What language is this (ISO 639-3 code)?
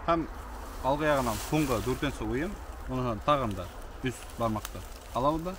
bak